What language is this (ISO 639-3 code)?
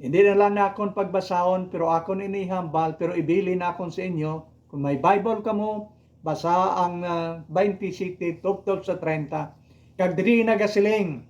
hil